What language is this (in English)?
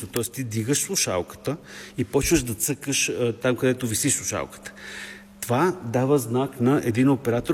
Bulgarian